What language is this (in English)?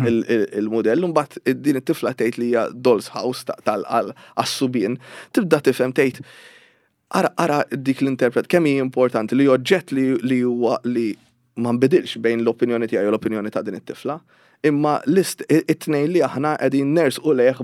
Maltese